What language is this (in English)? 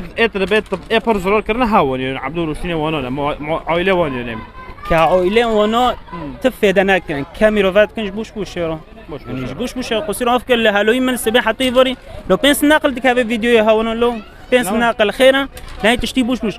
Kurdish